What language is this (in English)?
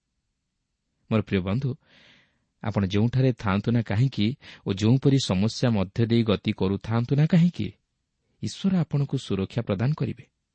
Odia